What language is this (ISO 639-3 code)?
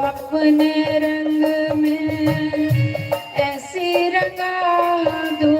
doi